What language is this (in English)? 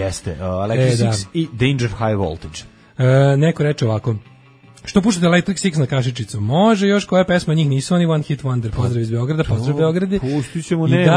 Serbian